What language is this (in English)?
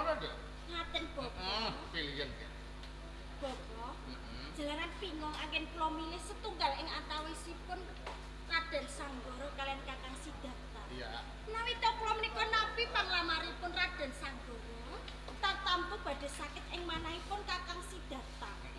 Javanese